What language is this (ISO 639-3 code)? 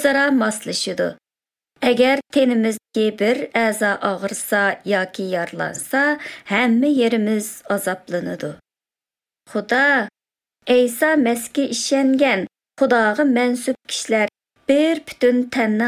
uzb